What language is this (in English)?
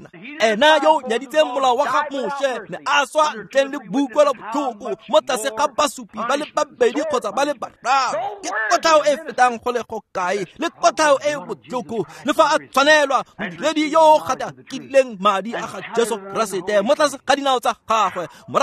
Tswana